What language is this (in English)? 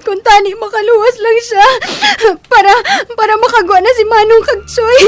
Hiligaynon